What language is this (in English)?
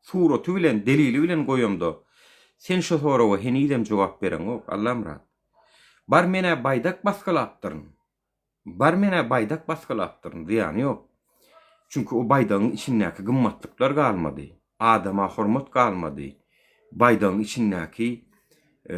Turkmen